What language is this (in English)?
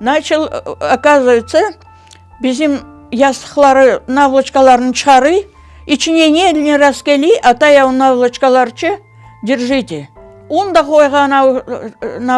Crimean Tatar